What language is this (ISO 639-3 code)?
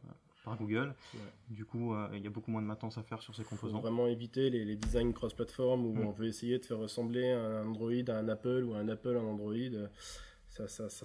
fra